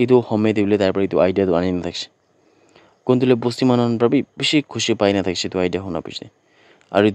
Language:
Naga Pidgin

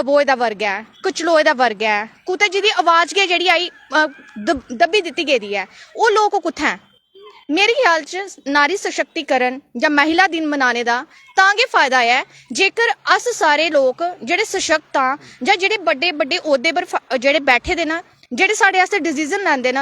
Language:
Dogri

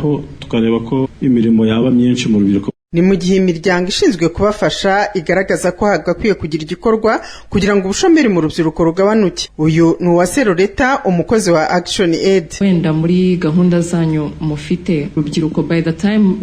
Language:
Kinyarwanda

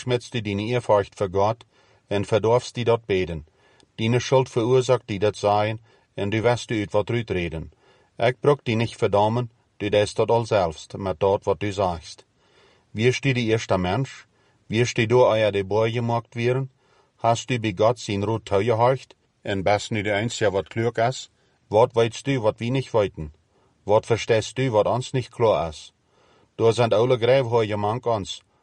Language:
Plautdietsch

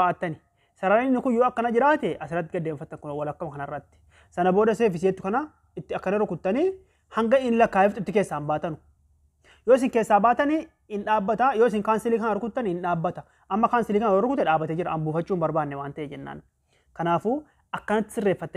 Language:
Oromo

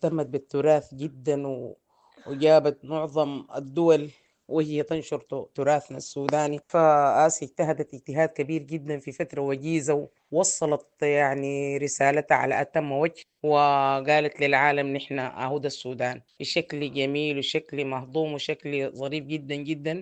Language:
Sudanese Arabic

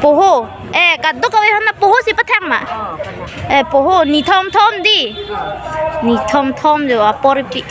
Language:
Karbi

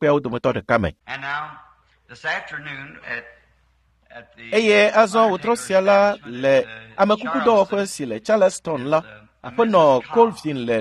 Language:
Ewe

